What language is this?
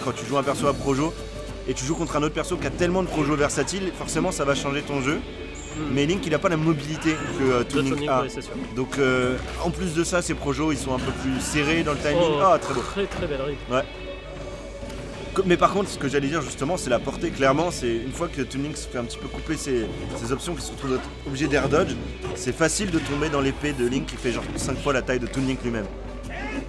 French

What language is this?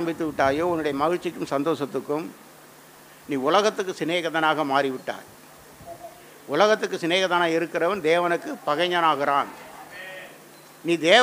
Tamil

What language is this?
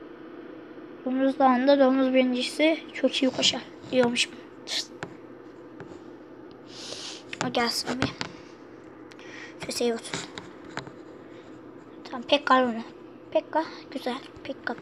Turkish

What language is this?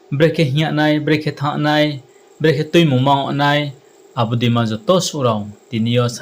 Riang (India)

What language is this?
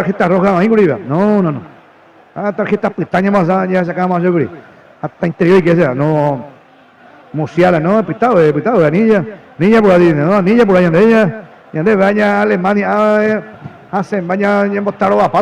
Guarani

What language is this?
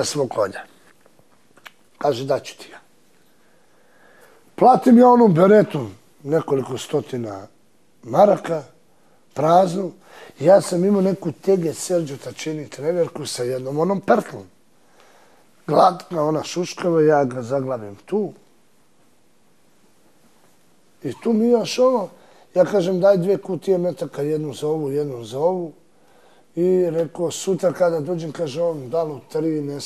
Serbian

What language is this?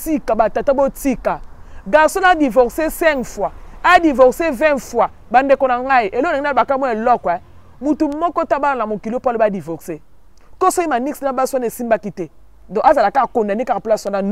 Lingala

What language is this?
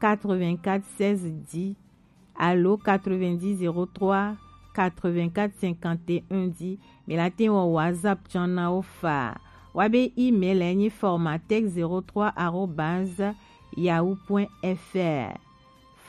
Gen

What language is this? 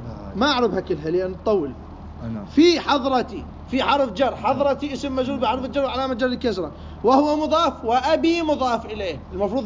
Mesopotamian Arabic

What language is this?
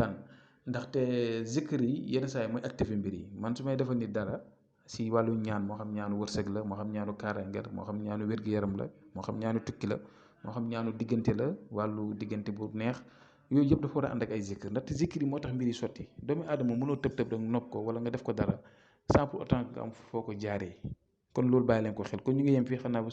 Wolof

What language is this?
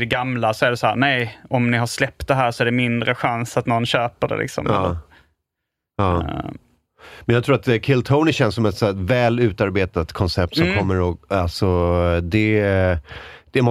Swedish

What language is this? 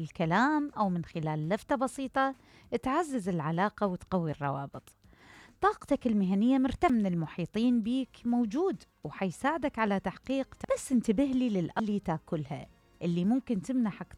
Mesopotamian Arabic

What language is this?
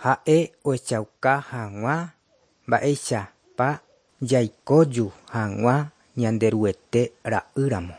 Guarani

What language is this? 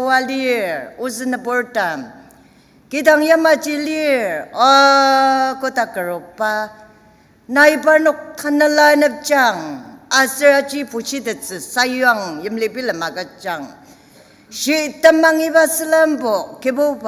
Ao Naga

